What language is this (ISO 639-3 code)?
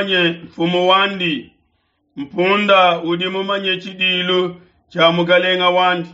lua